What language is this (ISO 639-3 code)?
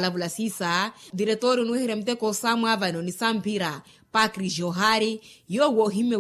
vmw